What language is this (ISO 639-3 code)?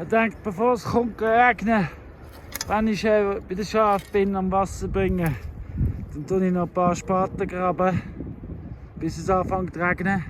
gsw